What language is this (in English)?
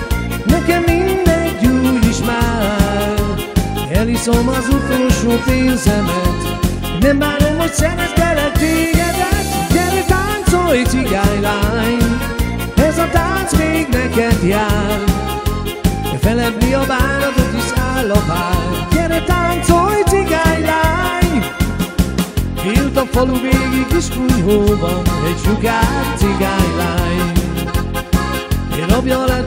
Hungarian